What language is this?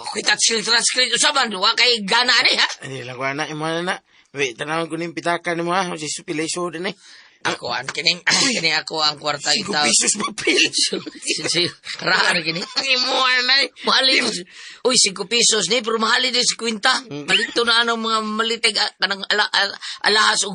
Cebuano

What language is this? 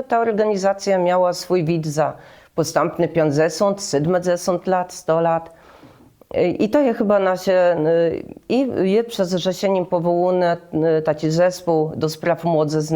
Kashubian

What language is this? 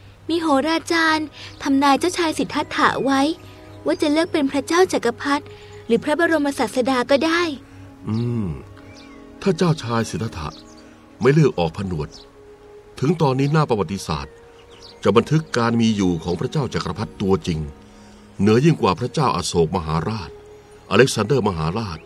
Thai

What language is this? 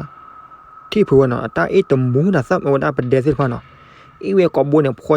S'gaw Karen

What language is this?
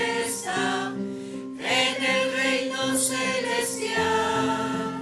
Aymara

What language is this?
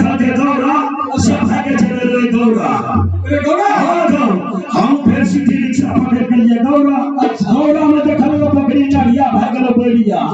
Maithili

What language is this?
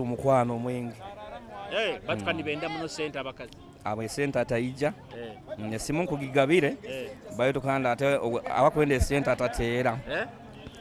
Nyoro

